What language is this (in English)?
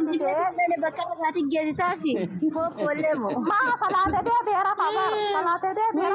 Oromo